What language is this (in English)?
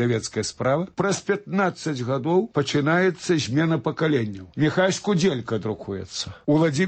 Belarusian